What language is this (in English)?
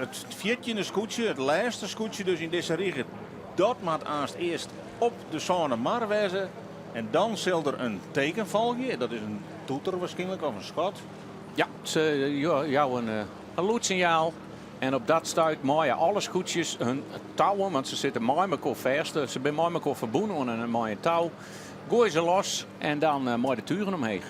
Western Frisian